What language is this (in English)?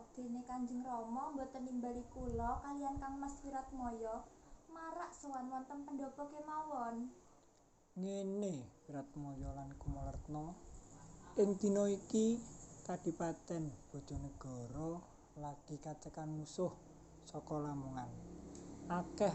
Javanese